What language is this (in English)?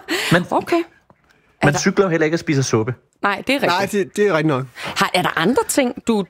Danish